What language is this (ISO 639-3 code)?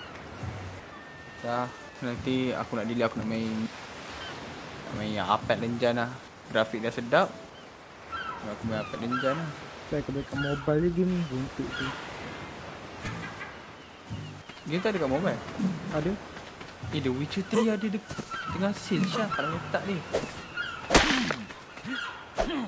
msa